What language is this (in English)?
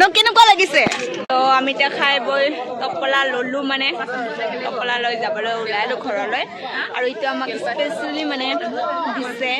Assamese